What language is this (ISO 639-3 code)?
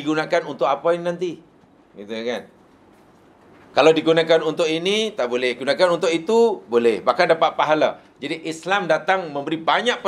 msa